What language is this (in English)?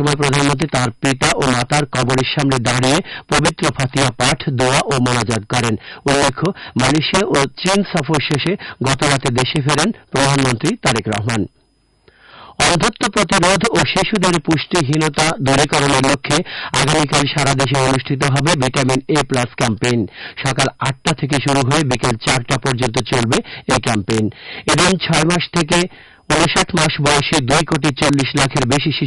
Bangla